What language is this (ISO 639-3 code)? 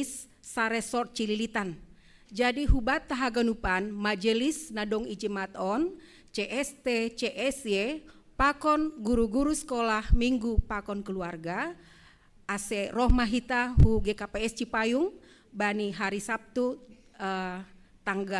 bts